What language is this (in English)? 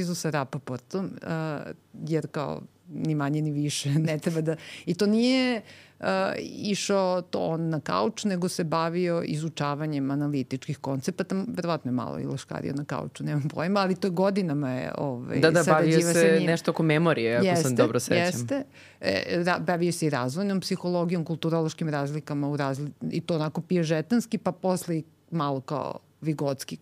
Serbian